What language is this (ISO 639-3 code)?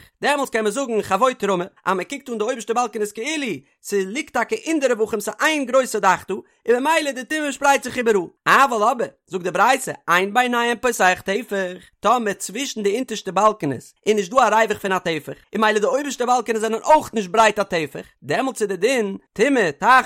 yid